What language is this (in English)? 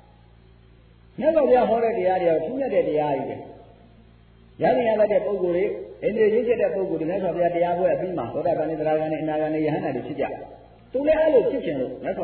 Burmese